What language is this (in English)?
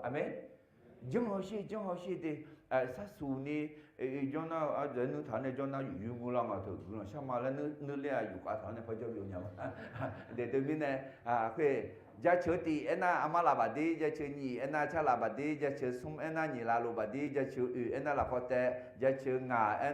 Akha